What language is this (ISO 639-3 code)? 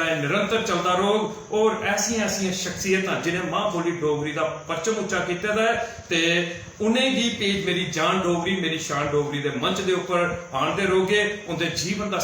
doi